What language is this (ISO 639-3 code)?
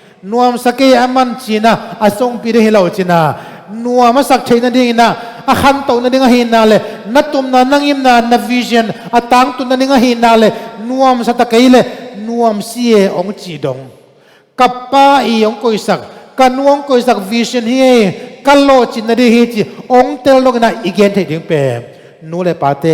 ctd